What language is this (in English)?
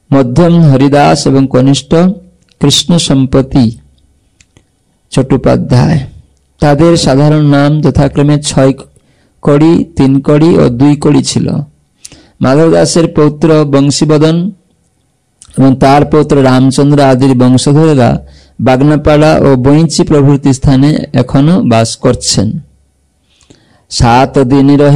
Bangla